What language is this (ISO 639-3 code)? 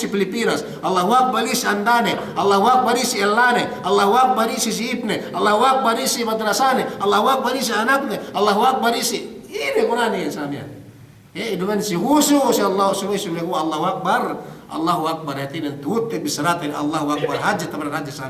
yka